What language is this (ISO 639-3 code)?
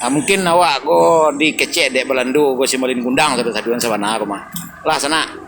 min